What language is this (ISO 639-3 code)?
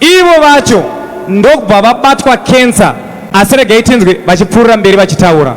sna